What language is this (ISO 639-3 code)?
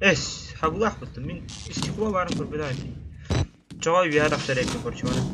sah